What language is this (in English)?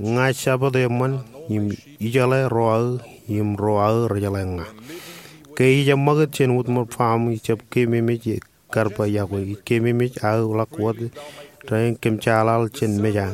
Marshallese